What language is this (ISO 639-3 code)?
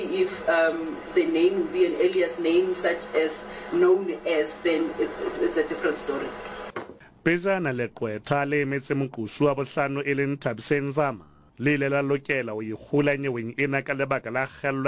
sot